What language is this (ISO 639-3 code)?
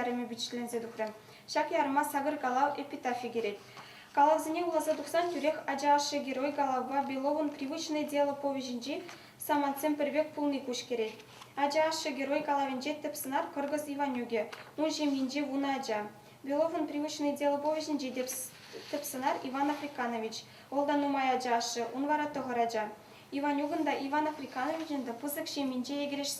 chv